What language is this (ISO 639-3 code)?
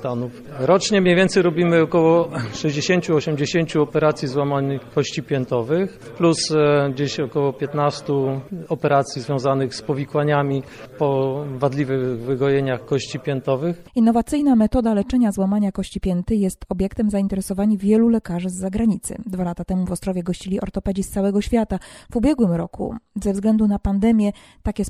pol